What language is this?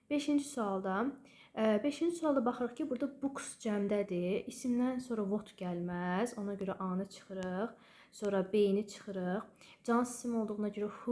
Azerbaijani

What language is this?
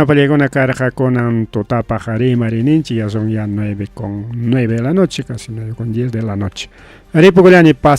Ayacucho Quechua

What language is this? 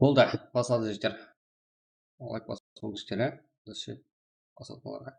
Kara-Kalpak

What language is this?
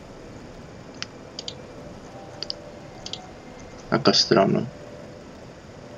Czech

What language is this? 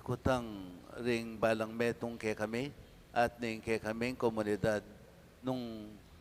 Pampanga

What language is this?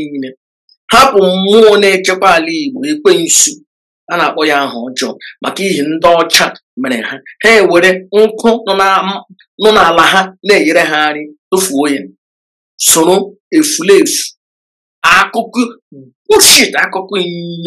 Igbo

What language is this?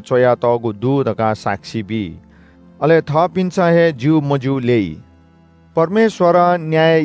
Newari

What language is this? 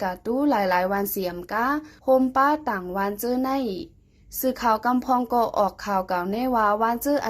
Shan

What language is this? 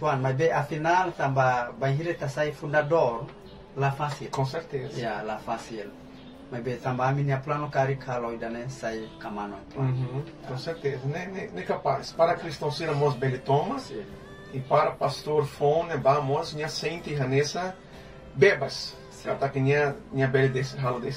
Tetum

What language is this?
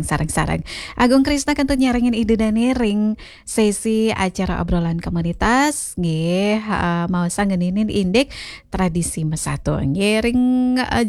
Balinese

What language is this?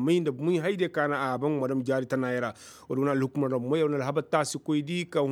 Koyraboro Senni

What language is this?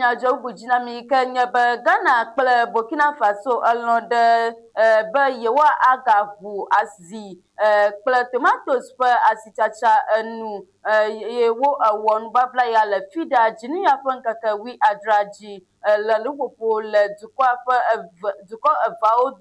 Ewe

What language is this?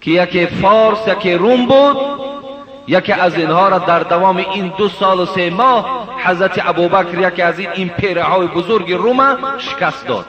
Persian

